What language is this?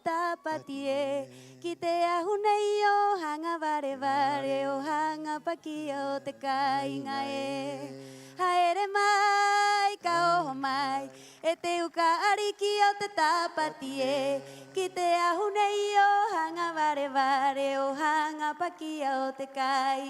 Rapanui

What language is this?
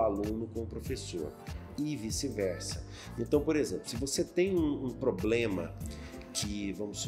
Portuguese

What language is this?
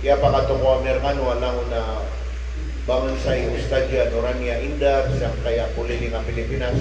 Maranao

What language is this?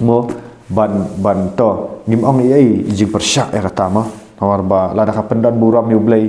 Khasi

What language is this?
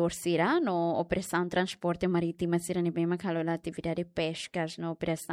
Tetum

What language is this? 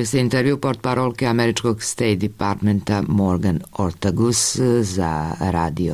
Serbian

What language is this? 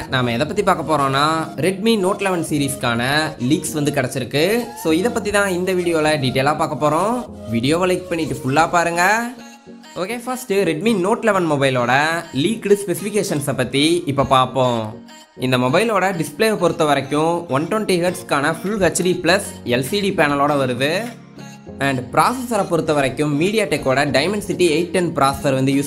Tamil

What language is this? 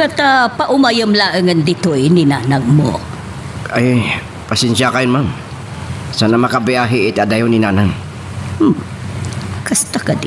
Iloko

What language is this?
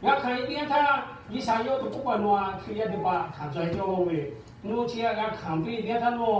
Lahu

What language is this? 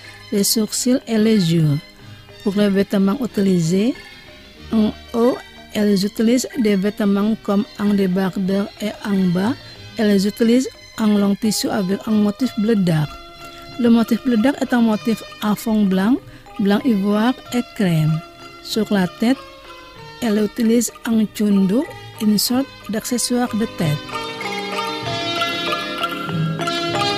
French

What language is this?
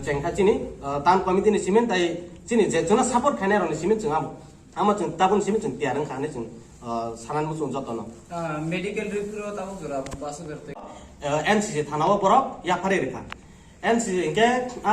Kok Borok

